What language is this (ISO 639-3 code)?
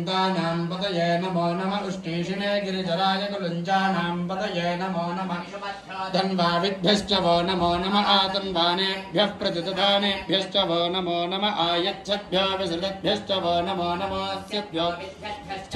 san